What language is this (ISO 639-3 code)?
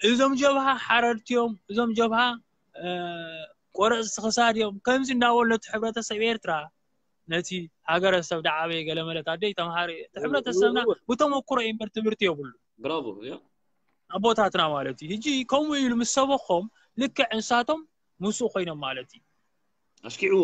tir